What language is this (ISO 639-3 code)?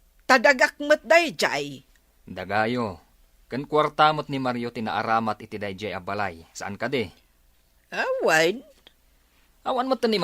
ilo